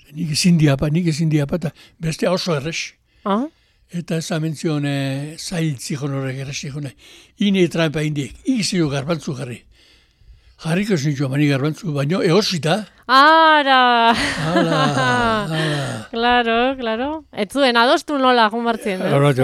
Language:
Basque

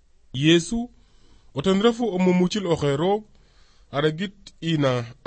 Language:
Serer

